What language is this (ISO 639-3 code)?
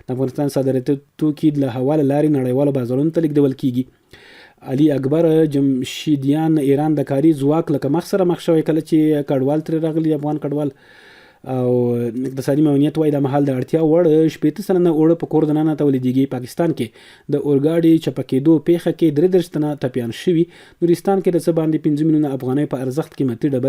pus